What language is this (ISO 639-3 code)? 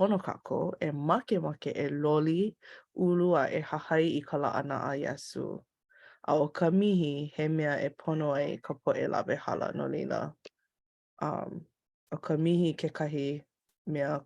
haw